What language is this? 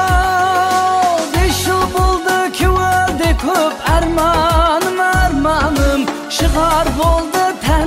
Kara-Kalpak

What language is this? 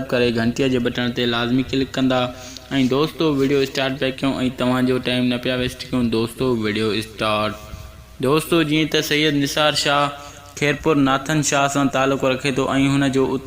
Sindhi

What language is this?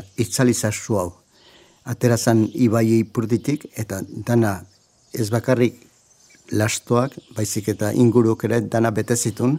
Basque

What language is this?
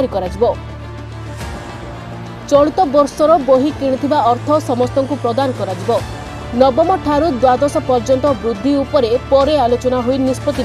Odia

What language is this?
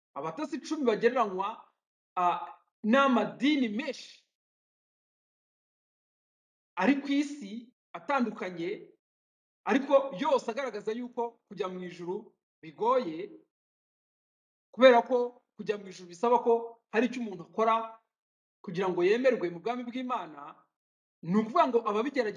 Kinyarwanda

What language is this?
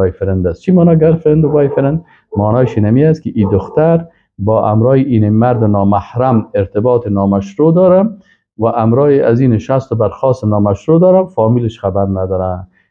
Persian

